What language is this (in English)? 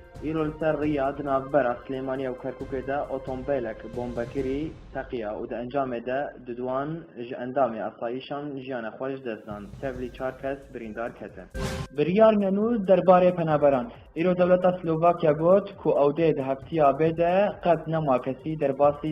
Kurdish